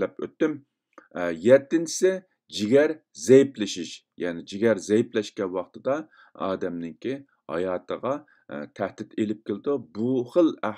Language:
Uyghur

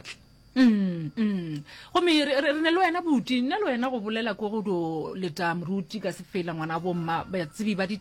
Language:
Northern Sotho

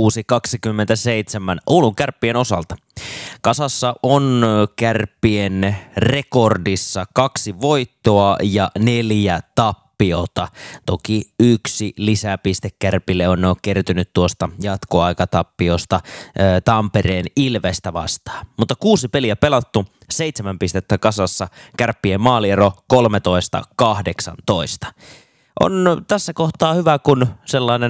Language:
Finnish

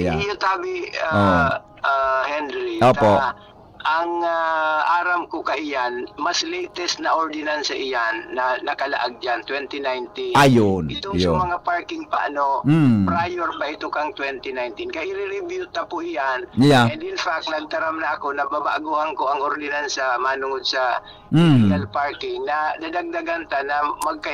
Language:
Bikol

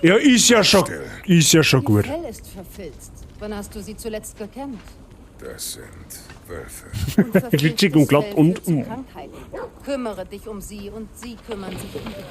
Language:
Bavarian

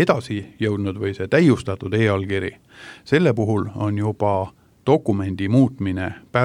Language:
Estonian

